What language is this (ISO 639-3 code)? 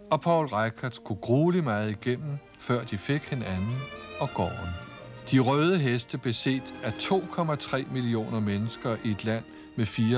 dan